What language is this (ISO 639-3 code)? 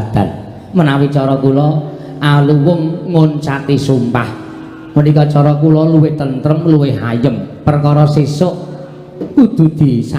jav